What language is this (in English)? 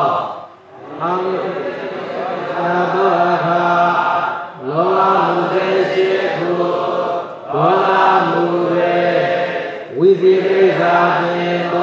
Burmese